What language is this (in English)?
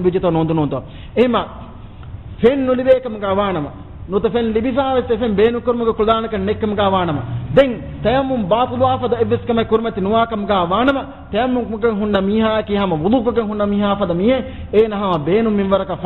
Divehi